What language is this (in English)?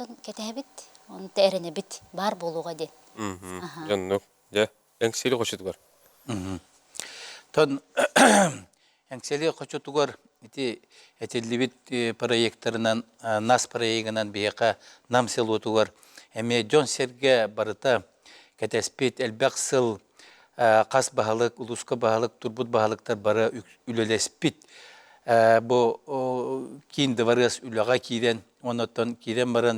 Yakut